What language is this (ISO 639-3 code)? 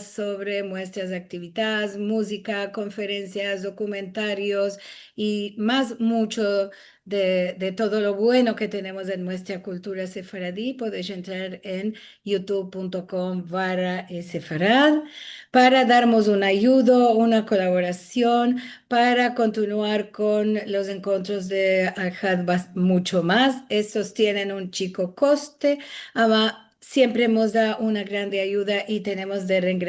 lad